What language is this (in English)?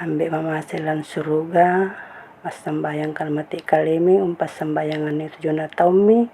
Toraja-Sa'dan